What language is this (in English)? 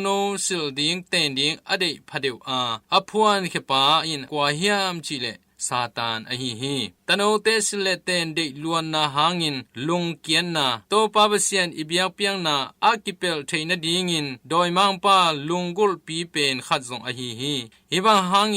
Tedim Chin